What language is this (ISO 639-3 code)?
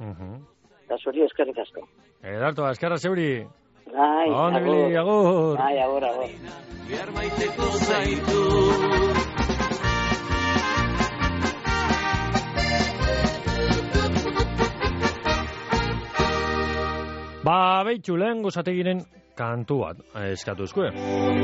eus